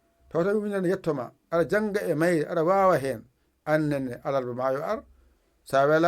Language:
Fula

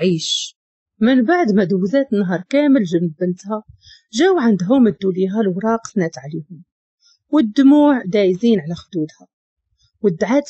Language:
Moroccan Arabic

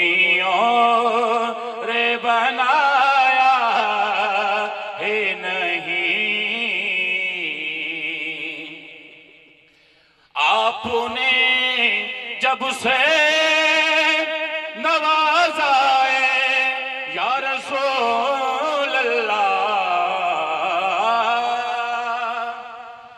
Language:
Urdu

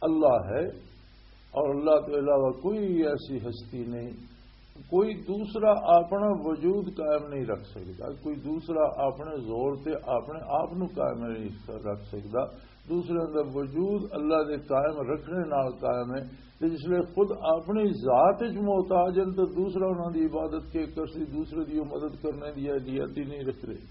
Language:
Western Panjabi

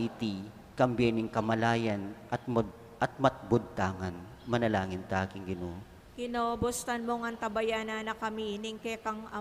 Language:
Pampanga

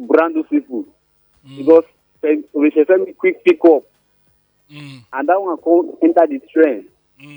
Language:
Nigerian Pidgin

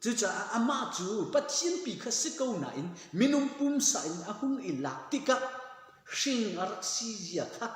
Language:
Hakha Chin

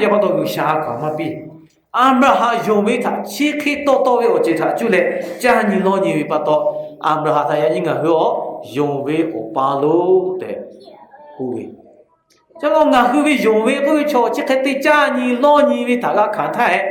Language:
Lahu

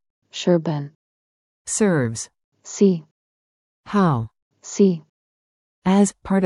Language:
Albanian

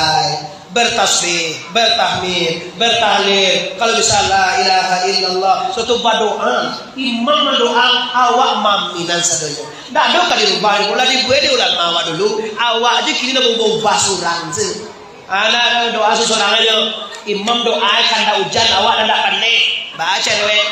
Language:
Minangkabau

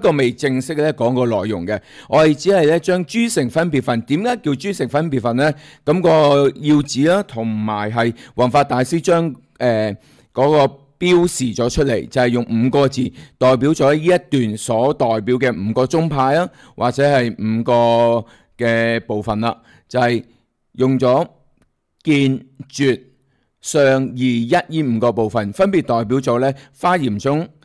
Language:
Cantonese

